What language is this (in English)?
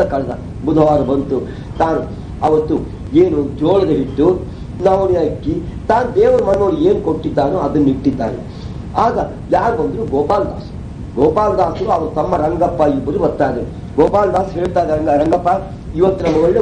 Kannada